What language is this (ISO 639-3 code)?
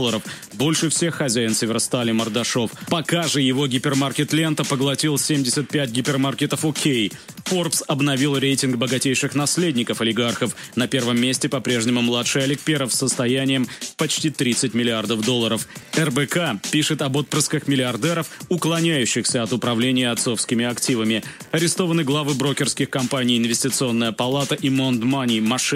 rus